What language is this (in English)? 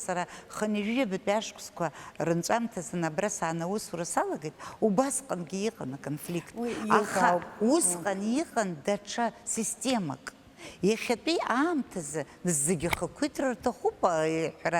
Abkhazian